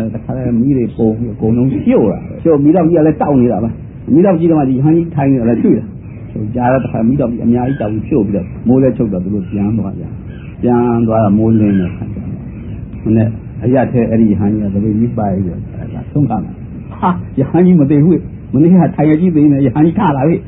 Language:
Burmese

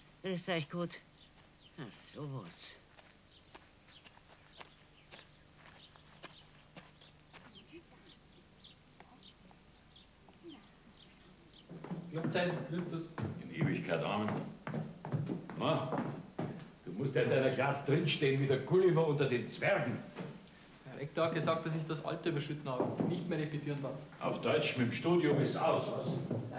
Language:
German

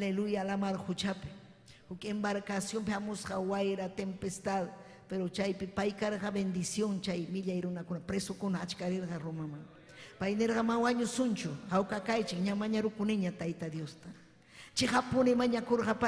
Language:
Ayacucho Quechua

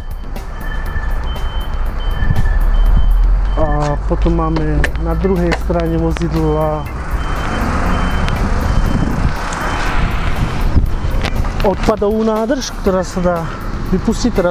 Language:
Slovak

